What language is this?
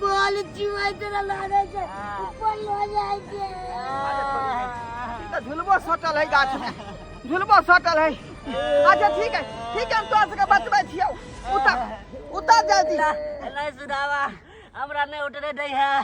Maithili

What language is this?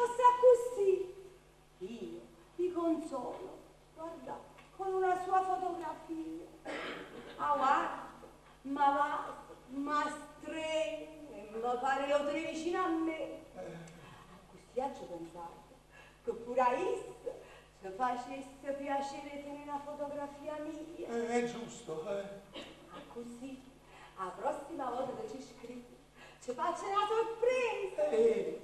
Neapolitan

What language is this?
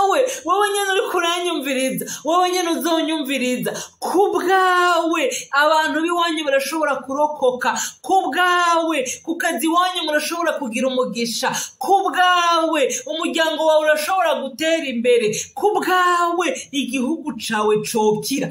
Rundi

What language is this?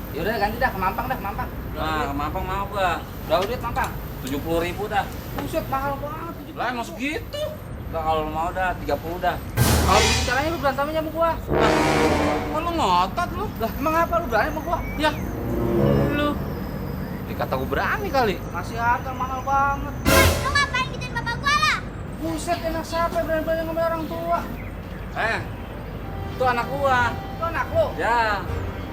Betawi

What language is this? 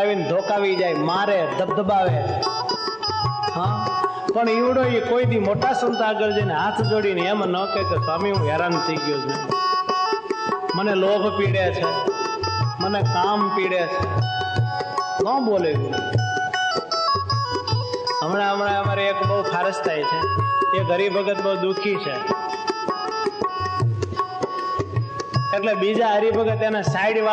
Gujarati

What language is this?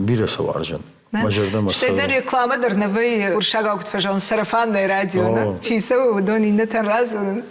Ossetic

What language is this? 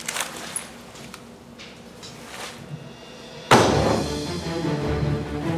Turkish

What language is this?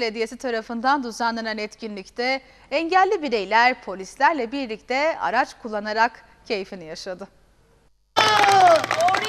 Turkish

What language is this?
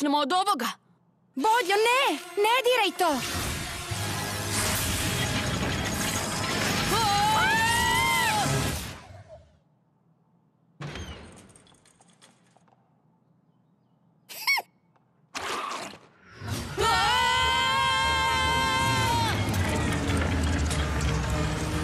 Serbian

